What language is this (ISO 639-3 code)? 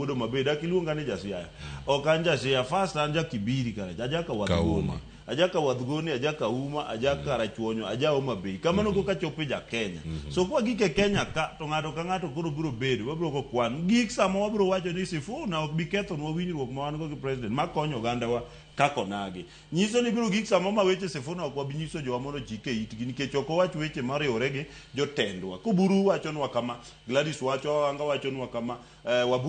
luo